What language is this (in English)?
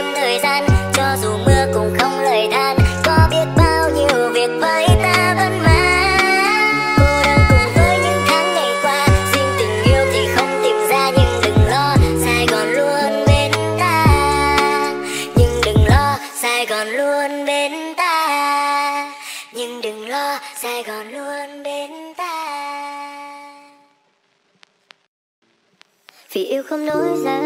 Vietnamese